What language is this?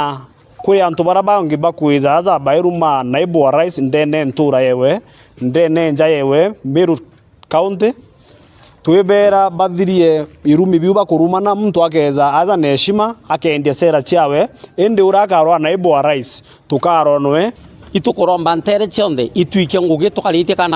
Meru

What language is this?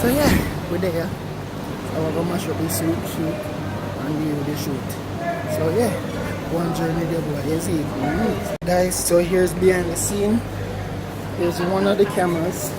Jamaican Creole English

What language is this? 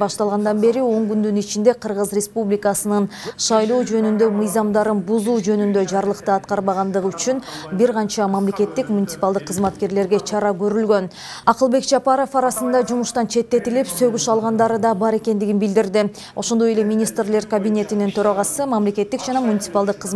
Kyrgyz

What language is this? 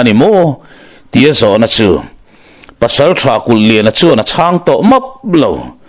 Mizo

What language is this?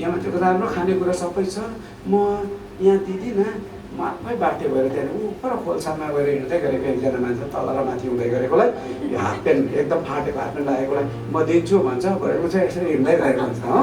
Nepali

